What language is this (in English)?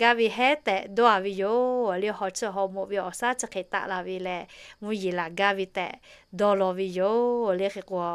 Lahu